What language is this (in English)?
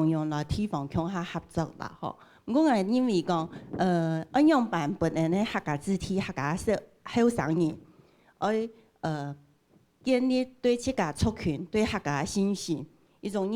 Hakka Chinese